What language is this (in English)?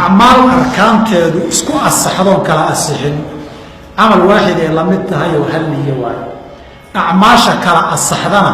Somali